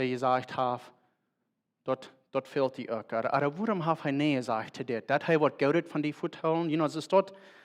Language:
Plautdietsch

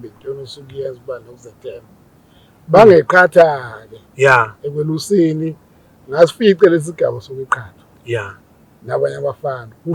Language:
Zulu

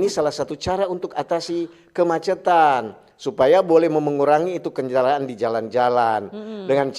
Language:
Manado Malay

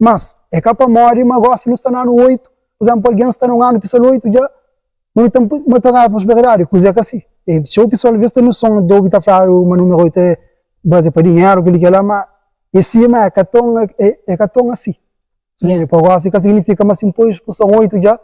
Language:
Kabuverdianu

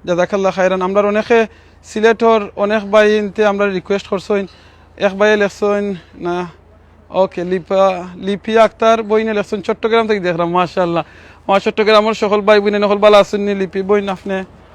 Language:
Sylheti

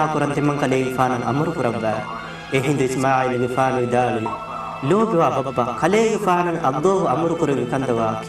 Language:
Divehi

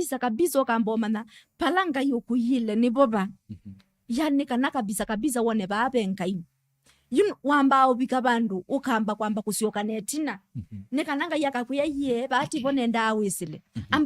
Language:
Kamba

